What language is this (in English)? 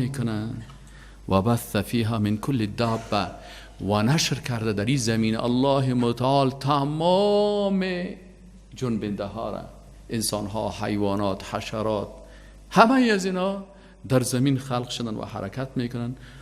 Persian